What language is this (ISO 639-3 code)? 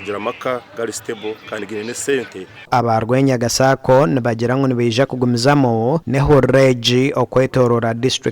nyn